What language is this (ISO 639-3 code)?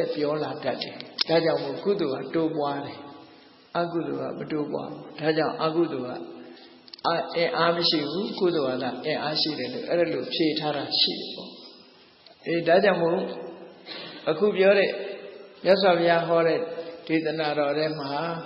mya